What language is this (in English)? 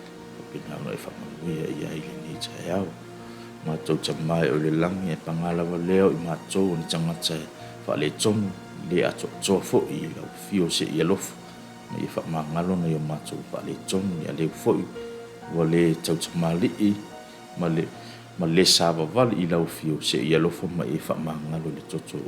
Samoan